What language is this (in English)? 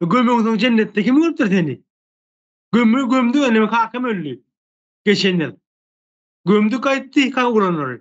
Turkmen